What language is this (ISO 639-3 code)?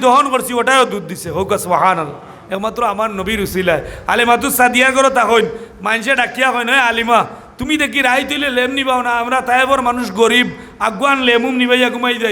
syl